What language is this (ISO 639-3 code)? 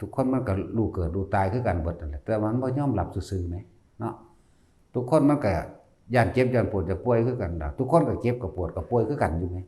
tts